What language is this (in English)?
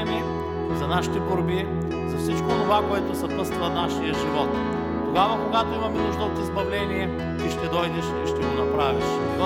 Bulgarian